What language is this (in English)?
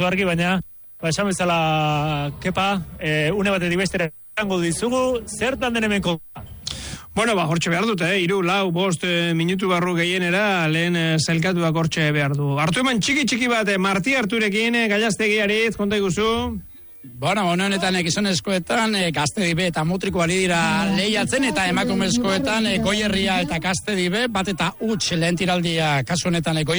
Basque